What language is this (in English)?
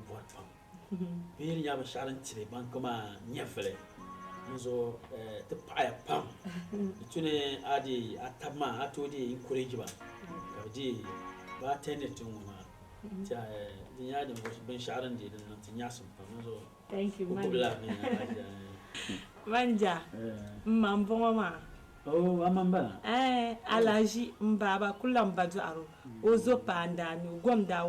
Dagbani